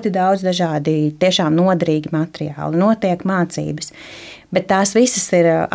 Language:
Latvian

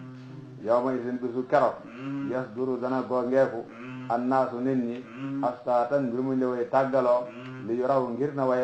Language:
Wolof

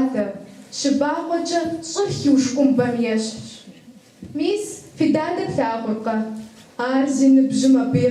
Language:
Kabardian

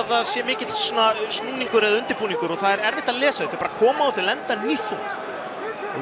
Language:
Icelandic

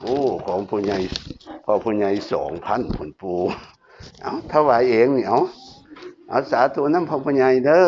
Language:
Northeastern Thai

